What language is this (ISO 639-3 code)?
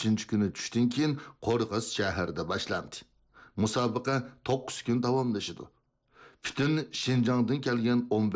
uig